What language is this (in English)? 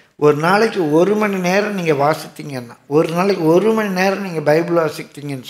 Tamil